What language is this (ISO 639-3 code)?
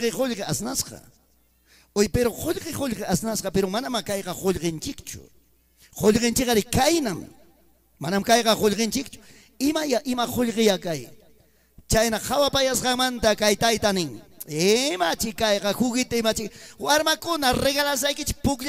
quy